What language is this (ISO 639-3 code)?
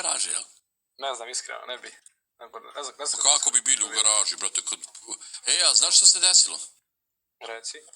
bos